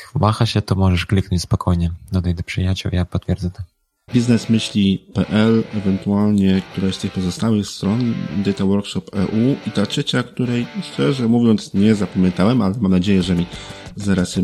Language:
Polish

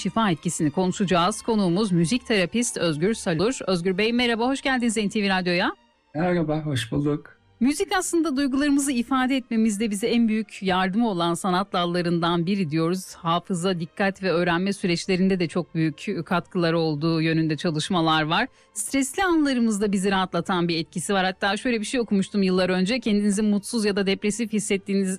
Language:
Turkish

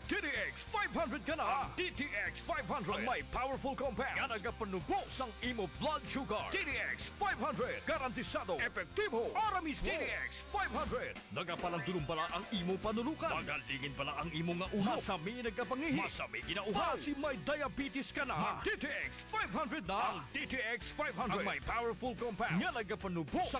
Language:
Hiligaynon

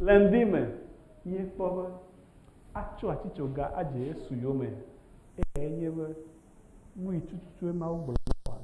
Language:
Ewe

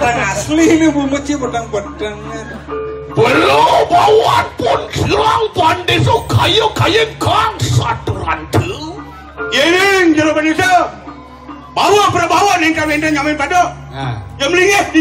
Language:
Balinese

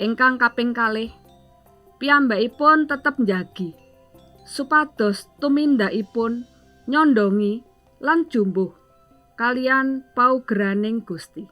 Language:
Javanese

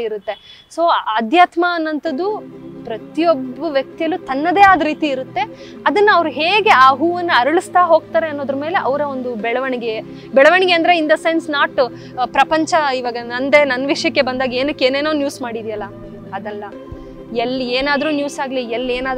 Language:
Kannada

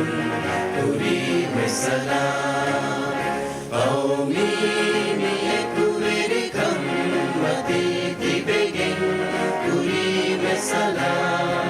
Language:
Divehi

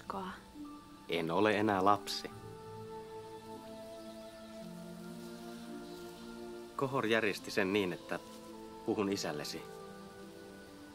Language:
Finnish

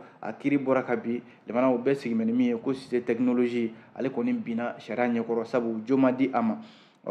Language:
Bambara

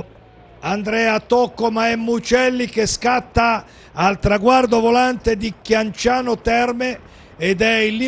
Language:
Italian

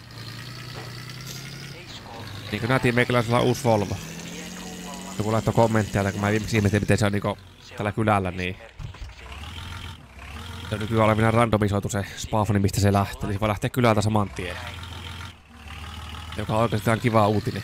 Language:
Finnish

